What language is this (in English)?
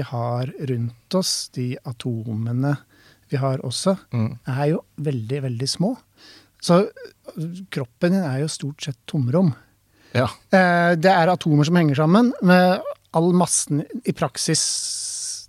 Norwegian